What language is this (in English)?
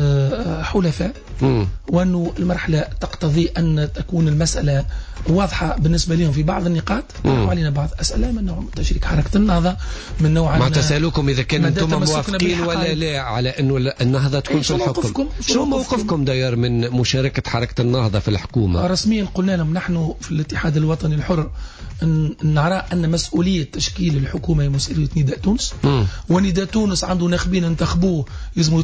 Tunisian Arabic